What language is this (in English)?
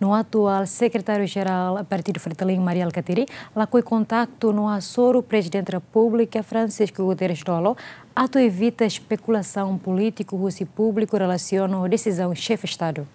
Tetum